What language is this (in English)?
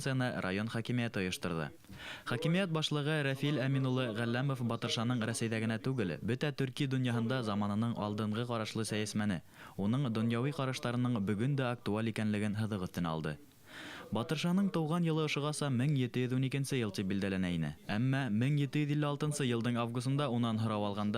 Bashkir